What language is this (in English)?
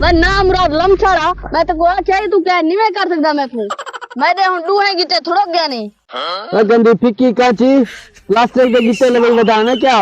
Saraiki